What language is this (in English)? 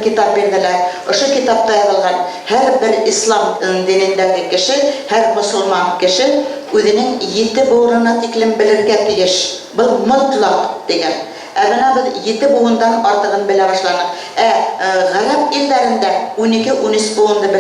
Bashkir